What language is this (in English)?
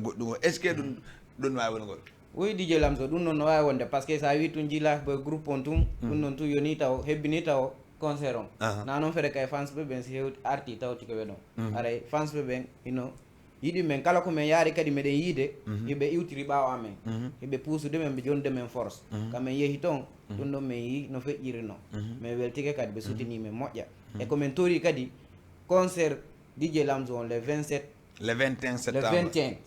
Fula